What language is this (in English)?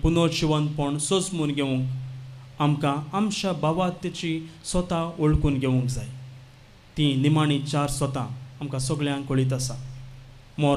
Konkani